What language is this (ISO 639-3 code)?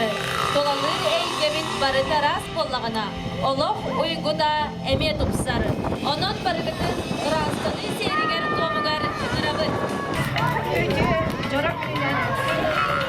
sah